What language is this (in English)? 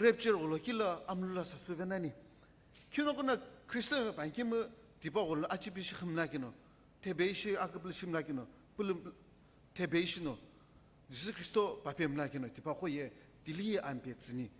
Sumi Naga